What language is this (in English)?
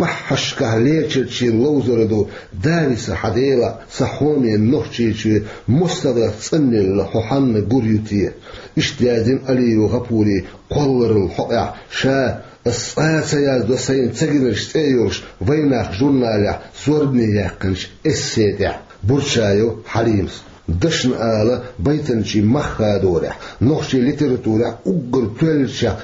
Chechen